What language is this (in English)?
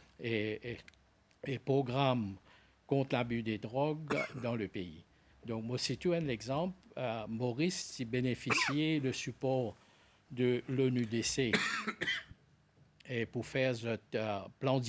Morisyen